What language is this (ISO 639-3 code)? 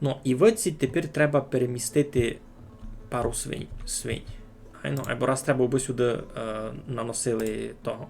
rue